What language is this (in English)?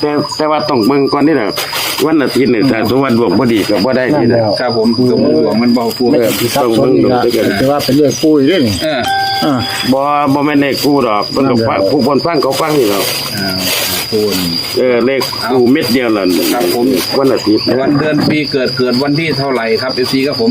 Northeastern Thai